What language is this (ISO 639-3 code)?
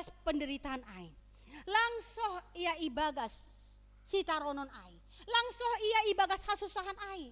bts